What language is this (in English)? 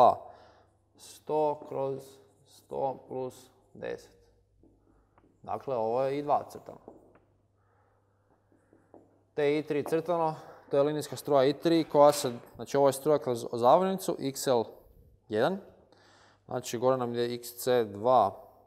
Croatian